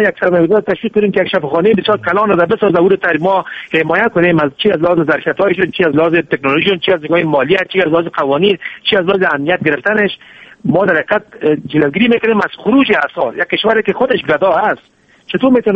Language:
Persian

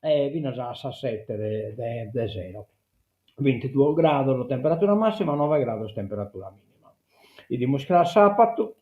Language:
Sardinian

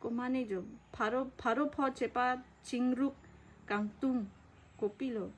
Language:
Karbi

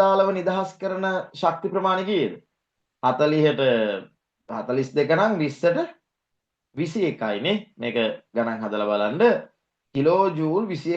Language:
Sinhala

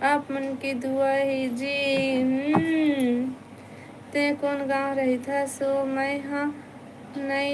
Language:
Chhattisgarhi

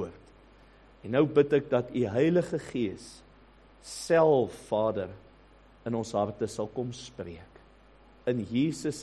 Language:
Afrikaans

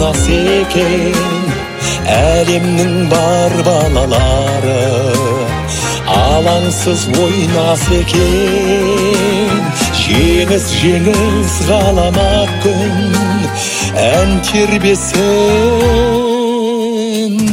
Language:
Kazakh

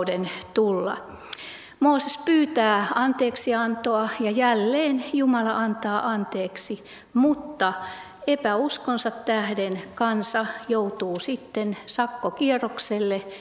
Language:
Finnish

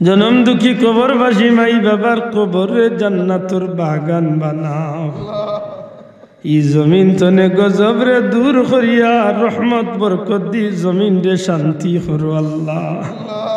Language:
Sylheti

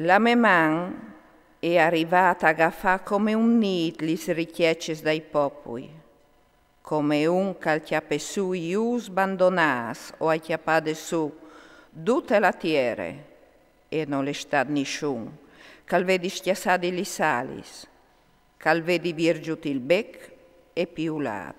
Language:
Friulian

